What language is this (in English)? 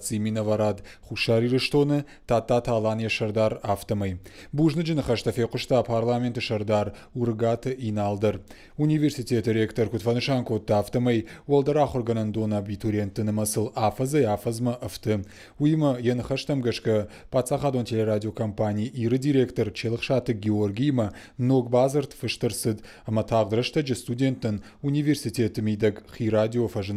Ossetic